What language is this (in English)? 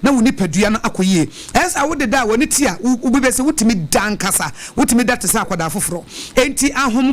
Akan